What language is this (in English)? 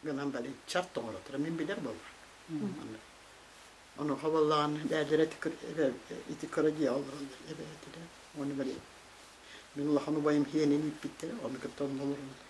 Yakut